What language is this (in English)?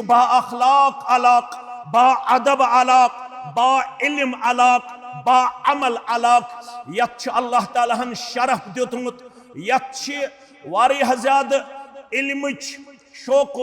Kashmiri